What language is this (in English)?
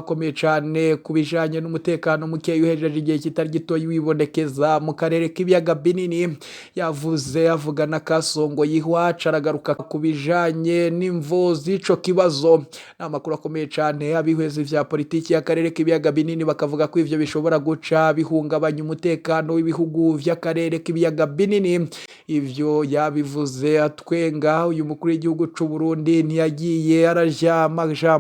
Rundi